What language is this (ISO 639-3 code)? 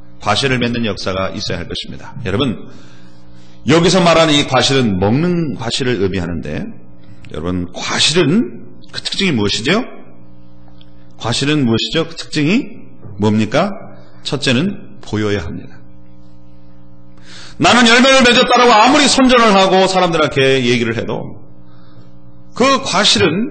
kor